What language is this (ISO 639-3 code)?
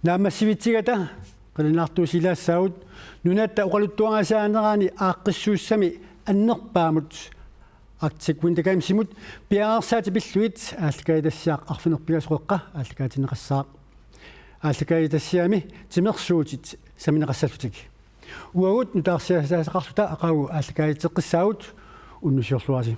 kal